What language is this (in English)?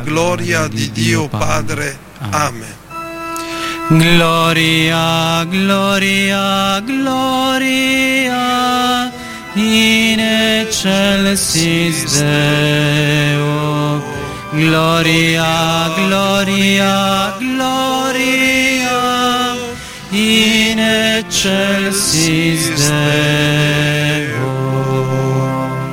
Italian